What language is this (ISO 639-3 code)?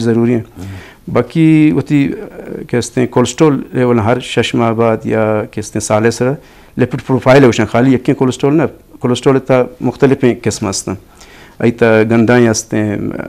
bgp